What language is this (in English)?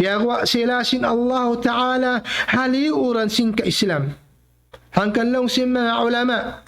Tausug